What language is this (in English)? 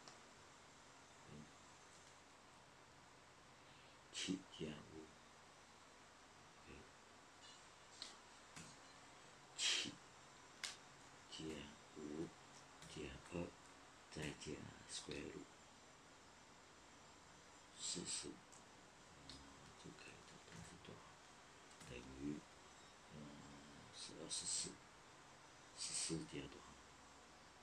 Chinese